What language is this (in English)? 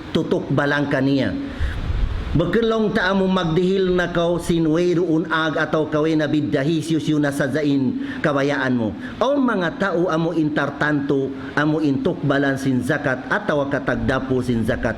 Tausug